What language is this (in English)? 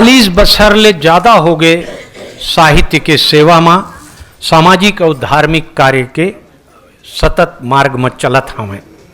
Chhattisgarhi